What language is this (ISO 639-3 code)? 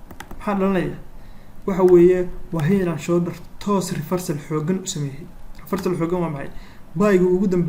som